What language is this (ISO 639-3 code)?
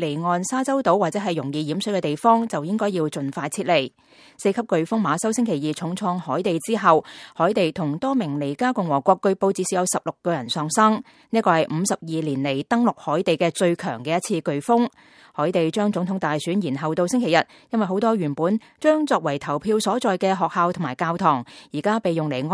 yue